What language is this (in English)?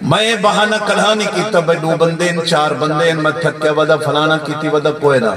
Saraiki